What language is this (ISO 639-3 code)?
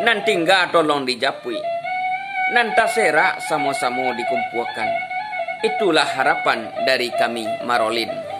min